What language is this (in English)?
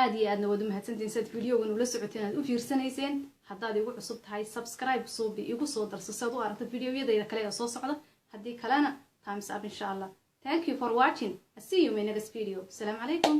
Somali